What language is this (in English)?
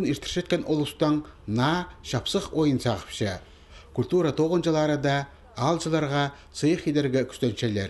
Khakas